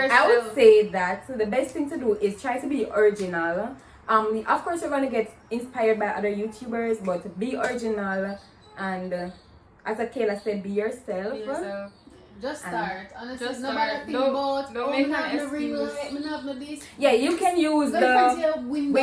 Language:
Jamaican Creole English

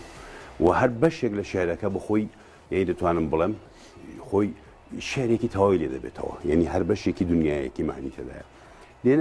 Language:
Central Kurdish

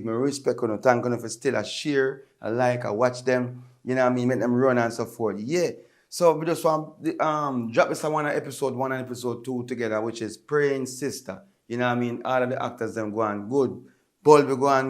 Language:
Jamaican Creole English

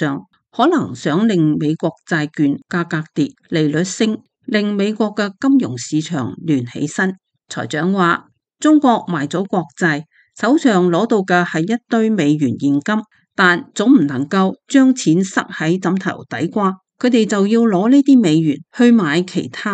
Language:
Cantonese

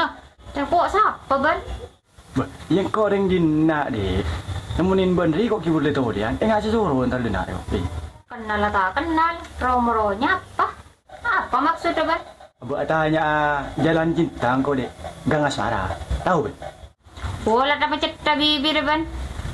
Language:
Madurese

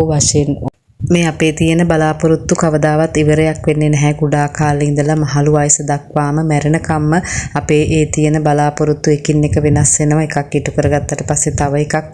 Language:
Sinhala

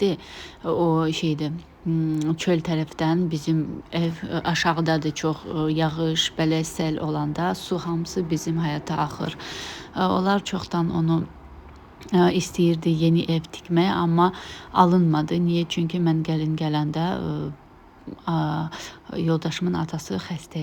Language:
Azerbaijani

